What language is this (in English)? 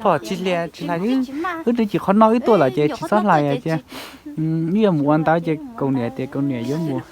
Hmong